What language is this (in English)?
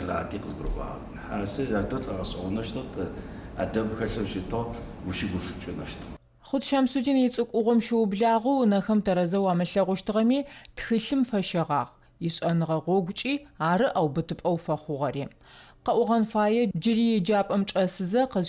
Adyghe